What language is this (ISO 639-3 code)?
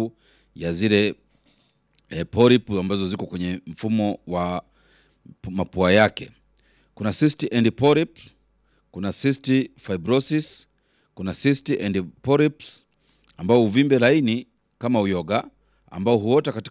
swa